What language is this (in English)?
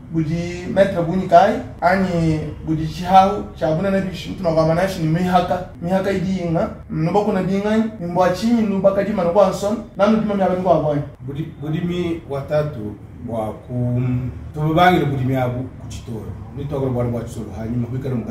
Luba-Lulua